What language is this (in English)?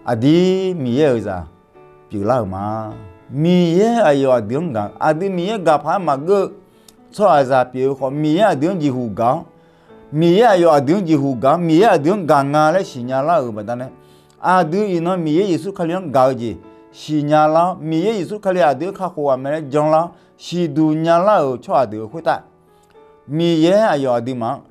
Akha